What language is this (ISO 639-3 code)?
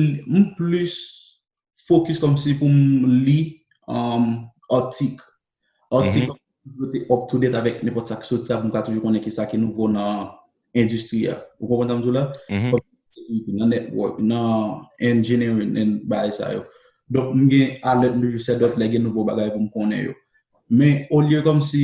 hat